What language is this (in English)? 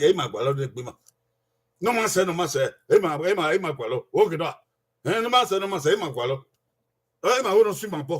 Bini